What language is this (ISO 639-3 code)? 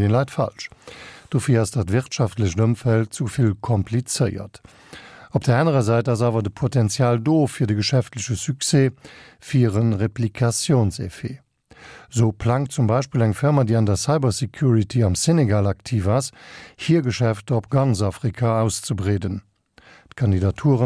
ltz